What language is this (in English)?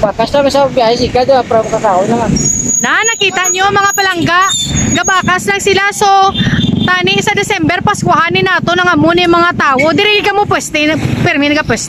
Hiligaynon